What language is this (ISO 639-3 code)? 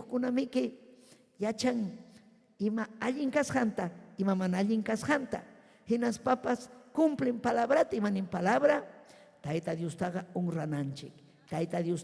quy